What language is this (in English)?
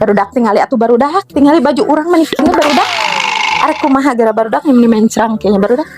Sundanese